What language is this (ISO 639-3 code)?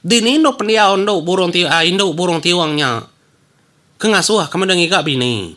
iba